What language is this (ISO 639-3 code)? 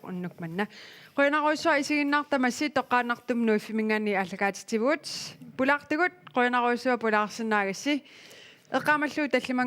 kal